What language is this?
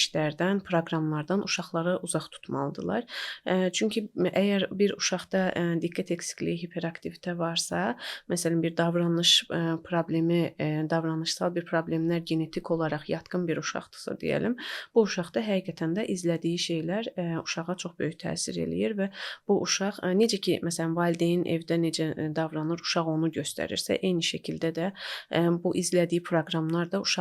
Azerbaijani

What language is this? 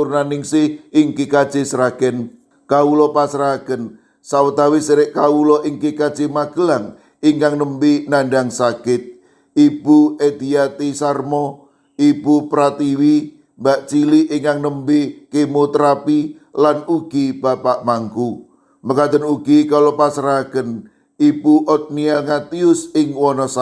Javanese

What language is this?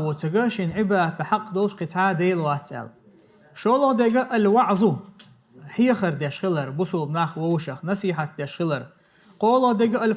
Chechen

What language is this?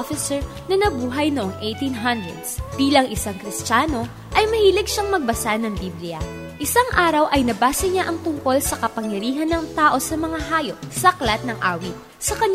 Filipino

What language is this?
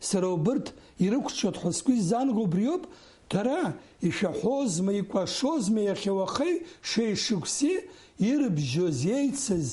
Abkhazian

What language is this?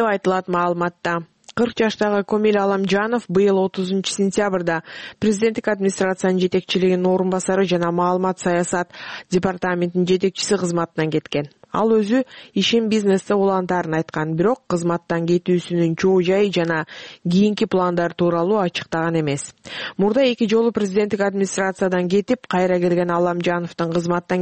Kyrgyz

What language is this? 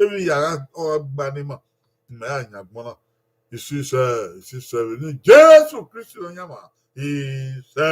Bini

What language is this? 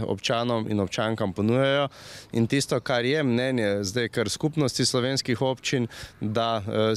Slovenian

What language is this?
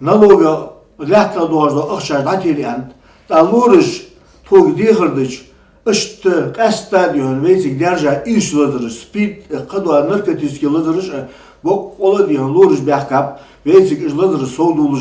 Ingush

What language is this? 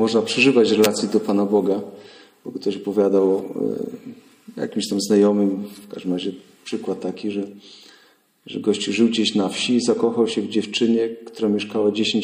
Polish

